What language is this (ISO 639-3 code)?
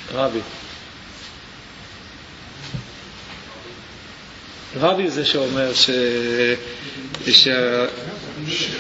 heb